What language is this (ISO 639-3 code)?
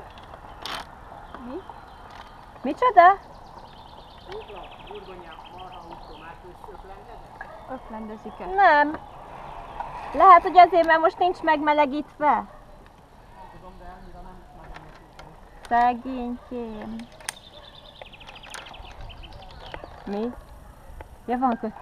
hun